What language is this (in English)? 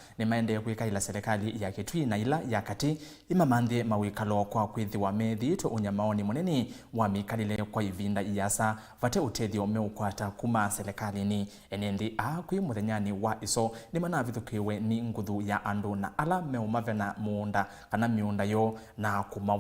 Kamba